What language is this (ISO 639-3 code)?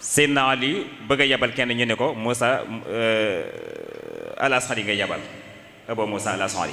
wol